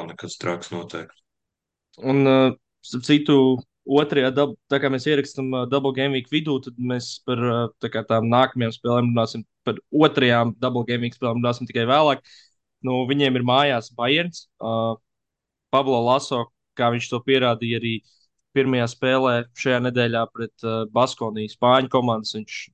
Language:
Latvian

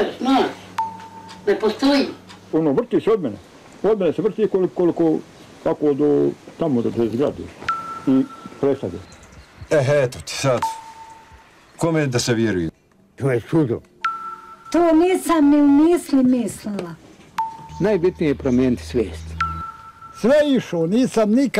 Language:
Bosnian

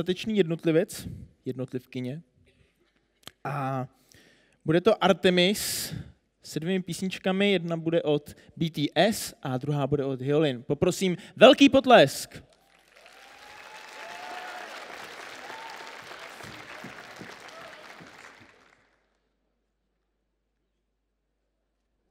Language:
Czech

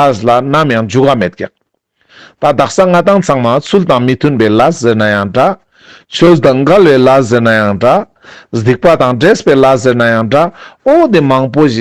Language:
Ladakhi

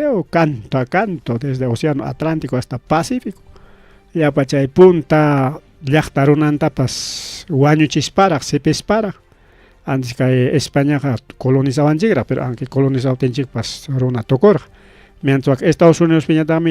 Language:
Ayacucho Quechua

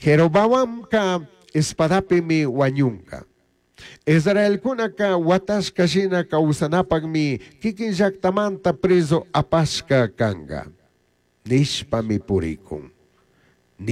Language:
Chimborazo Highland Quichua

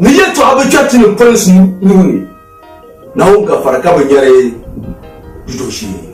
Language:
Dagbani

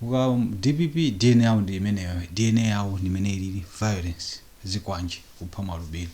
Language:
Nyanja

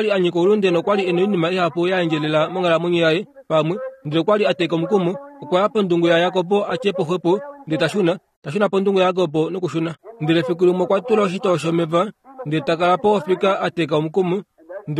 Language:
Kuanyama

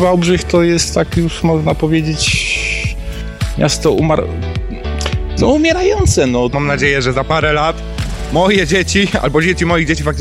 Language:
Polish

